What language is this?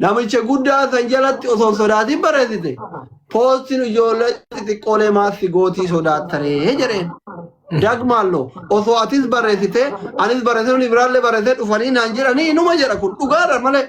Oromo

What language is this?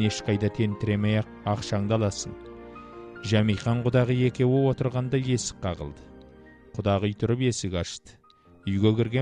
Kazakh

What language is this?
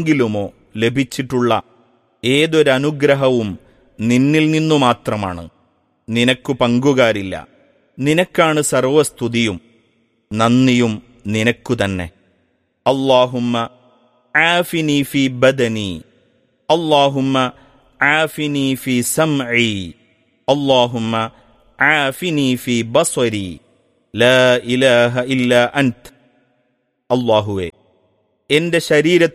Malayalam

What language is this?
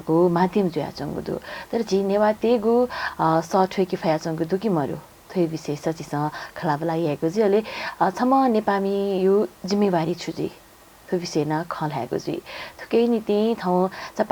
Newari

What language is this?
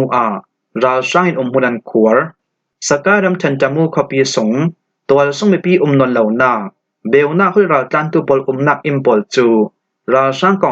Falam Chin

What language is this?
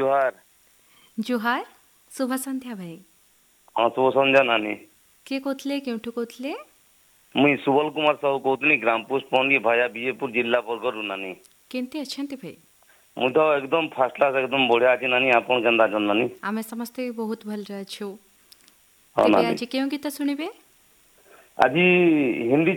Odia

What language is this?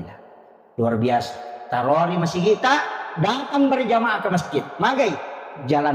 Buginese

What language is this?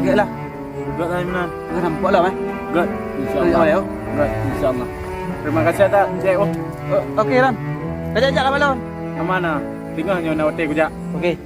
Achinese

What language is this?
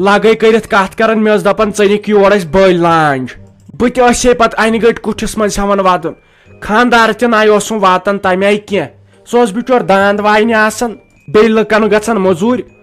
Kashmiri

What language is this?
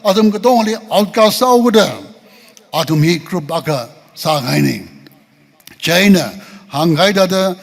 Tangkhul Naga (India)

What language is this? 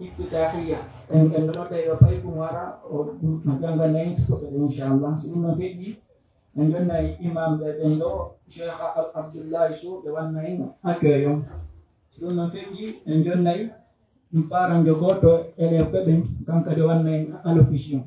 Pular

